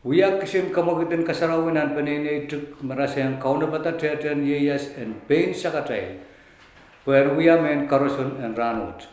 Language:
Pohnpeian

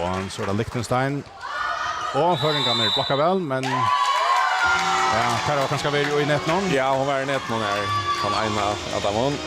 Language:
Faroese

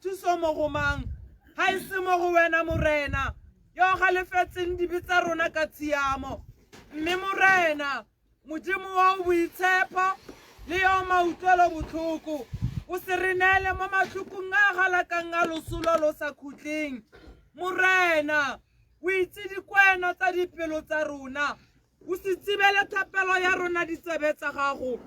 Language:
Tswana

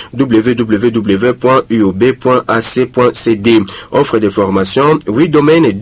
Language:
French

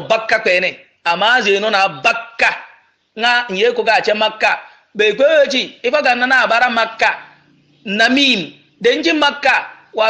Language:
Yoruba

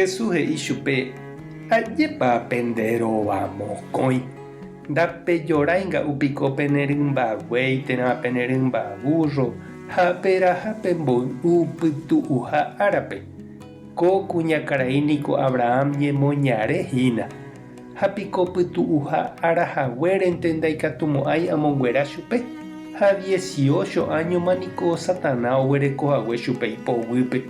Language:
Guarani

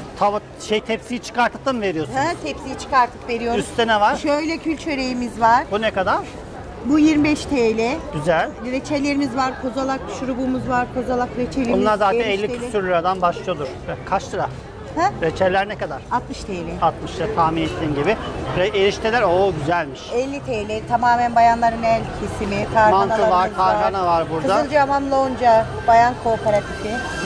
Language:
Turkish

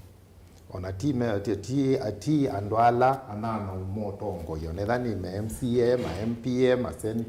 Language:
Kamba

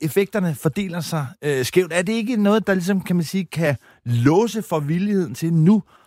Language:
Danish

